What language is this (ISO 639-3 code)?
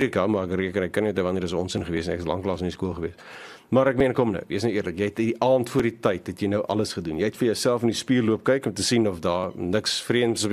afr